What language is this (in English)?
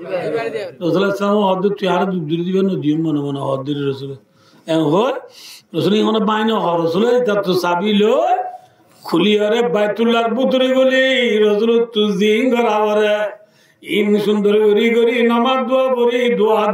Rohingya